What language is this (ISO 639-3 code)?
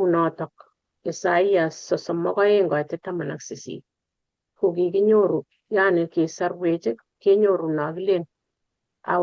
kln